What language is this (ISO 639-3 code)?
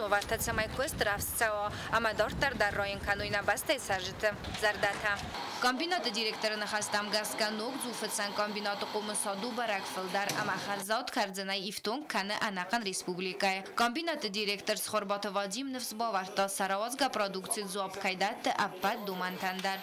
oss